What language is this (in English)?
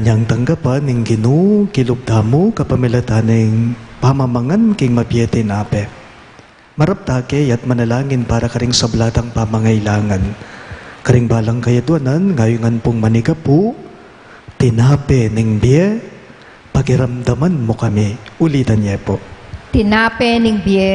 Pampanga